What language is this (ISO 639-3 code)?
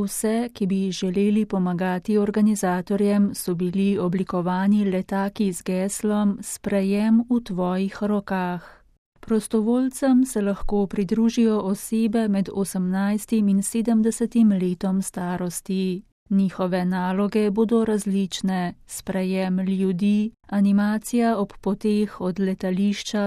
slv